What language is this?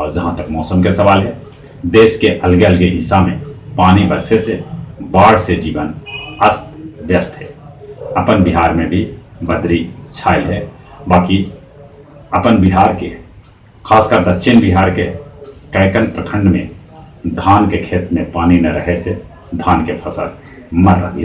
Magahi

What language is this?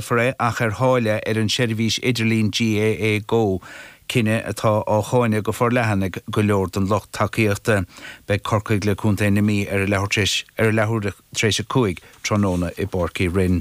Irish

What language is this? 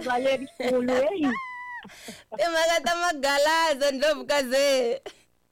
Tsonga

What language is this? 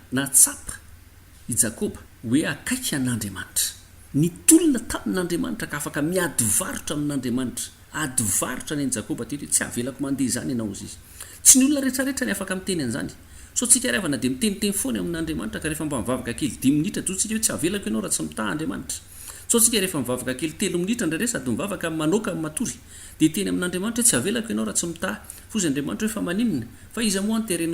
Malagasy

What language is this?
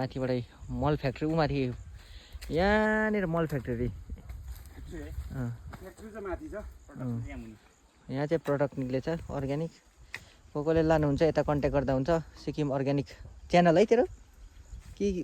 Nepali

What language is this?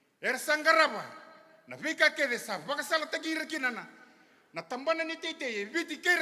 Fijian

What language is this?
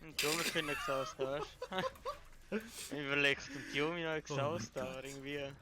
Swiss German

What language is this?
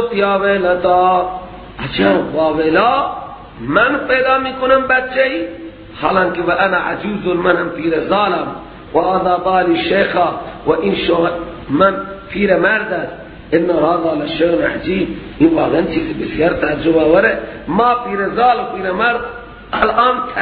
Persian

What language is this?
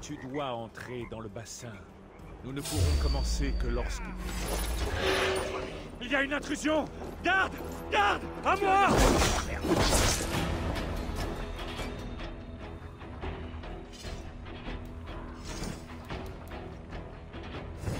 French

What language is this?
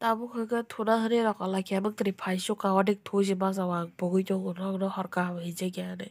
Kok Borok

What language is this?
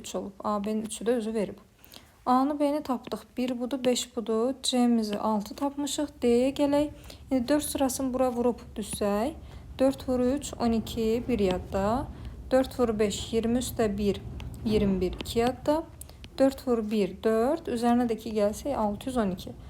Azerbaijani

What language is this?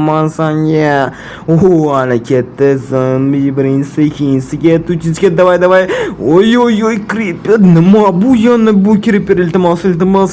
Uzbek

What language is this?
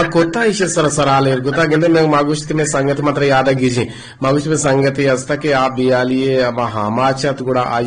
Eastern Balochi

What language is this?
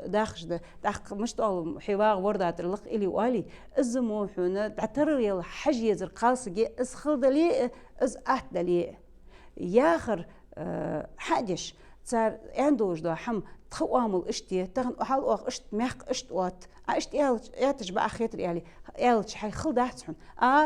Ingush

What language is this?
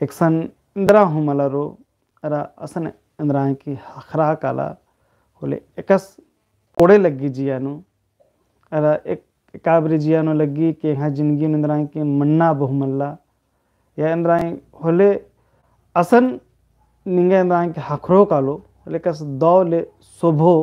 Kurukh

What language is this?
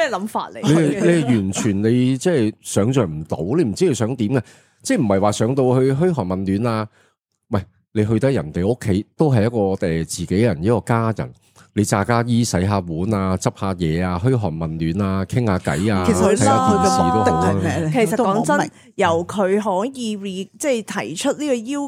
Cantonese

